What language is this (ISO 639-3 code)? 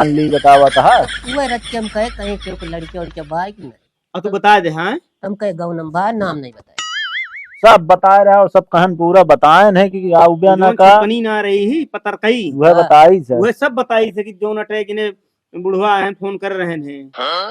awa